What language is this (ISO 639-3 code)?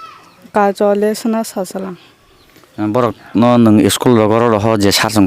trp